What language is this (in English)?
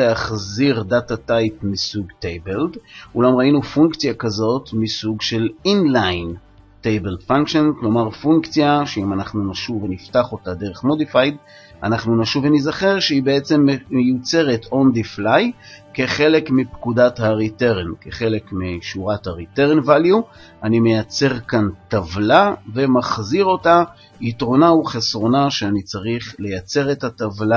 Hebrew